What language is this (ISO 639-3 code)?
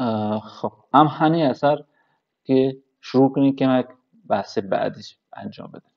kur